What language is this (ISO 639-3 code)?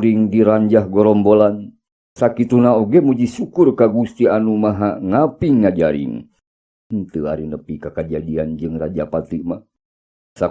sun